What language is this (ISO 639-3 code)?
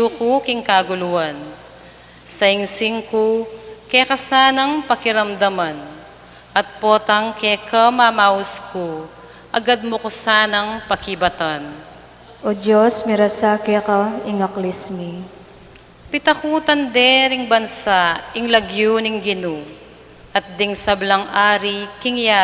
pam